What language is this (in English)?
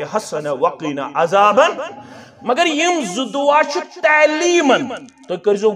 Kashmiri